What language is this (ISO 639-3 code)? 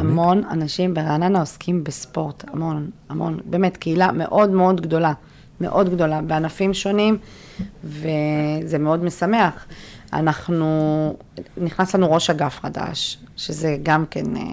heb